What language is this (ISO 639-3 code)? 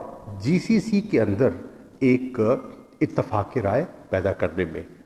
urd